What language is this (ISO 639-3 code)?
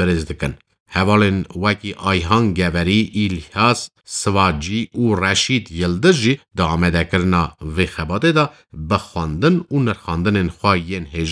kur